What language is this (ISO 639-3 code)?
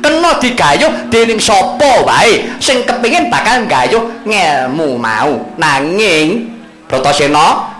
jav